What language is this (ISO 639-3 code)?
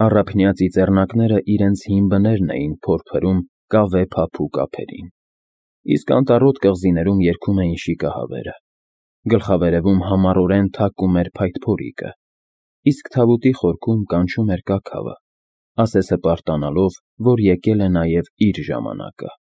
hye